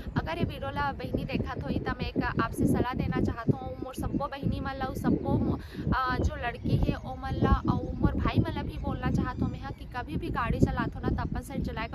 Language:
Chhattisgarhi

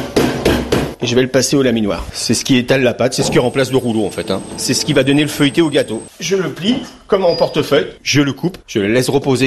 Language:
French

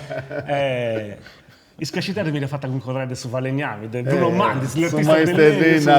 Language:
Sardinian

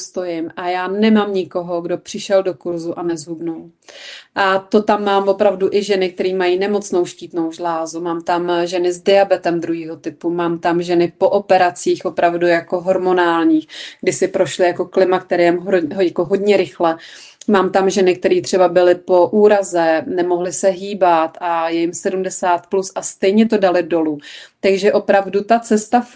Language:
Czech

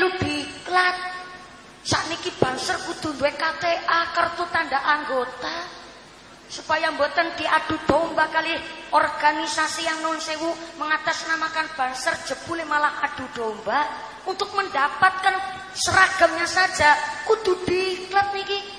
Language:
Javanese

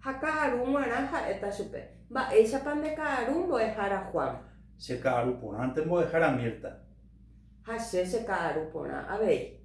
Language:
Guarani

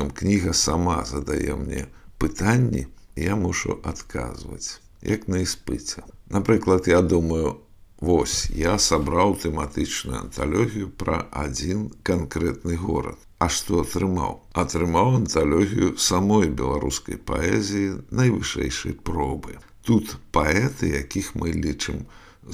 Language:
Belarusian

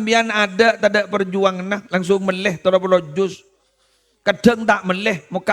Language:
Madurese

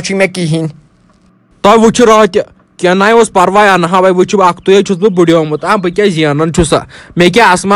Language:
Kashmiri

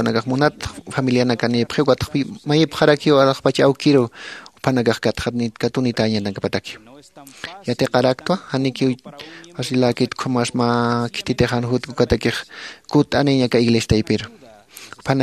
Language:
Aymara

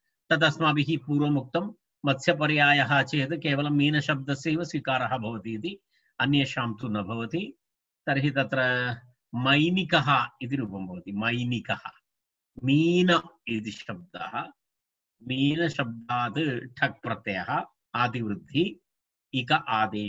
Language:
Sanskrit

